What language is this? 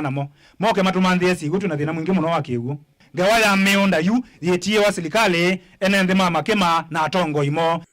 Kamba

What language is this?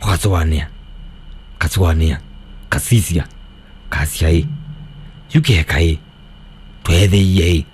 Kamba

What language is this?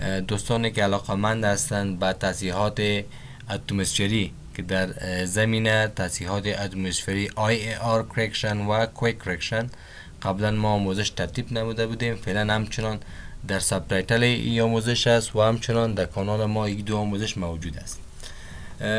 Persian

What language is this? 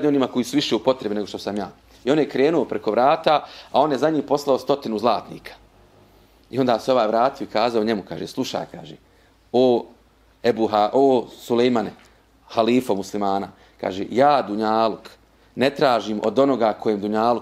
Bosnian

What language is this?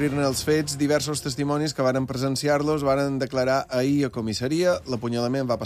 Catalan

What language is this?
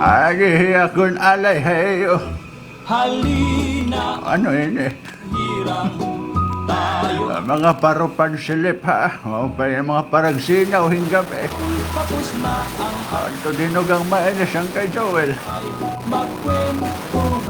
Waray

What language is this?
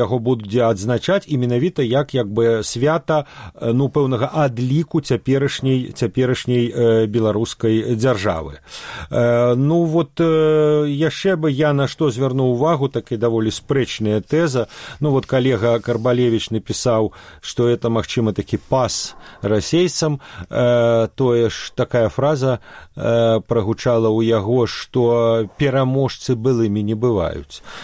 Belarusian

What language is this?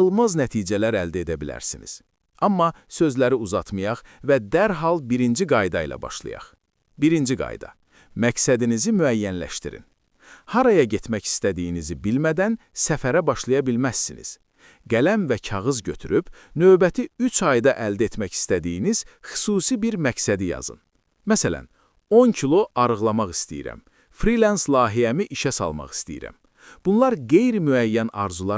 Azerbaijani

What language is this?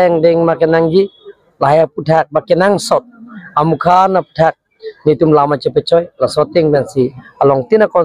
Karbi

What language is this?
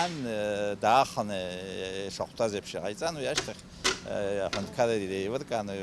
Abkhazian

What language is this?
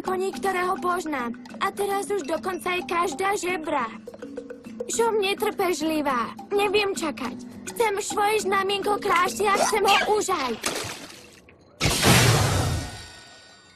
Slovak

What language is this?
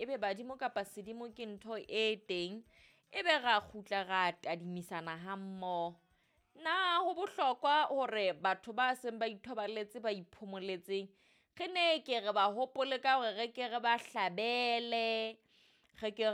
Southern Sotho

